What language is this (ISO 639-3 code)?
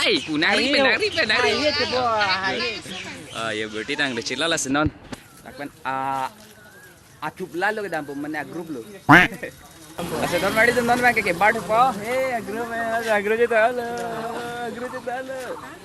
mjw